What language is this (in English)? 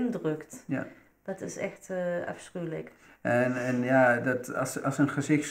Dutch